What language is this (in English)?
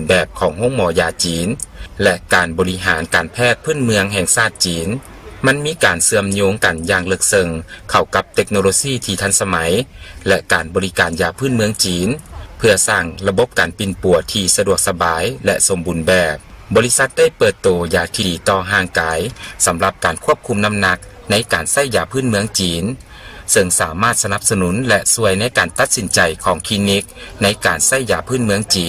Lao